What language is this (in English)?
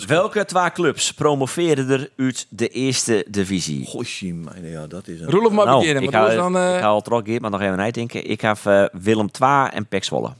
Western Frisian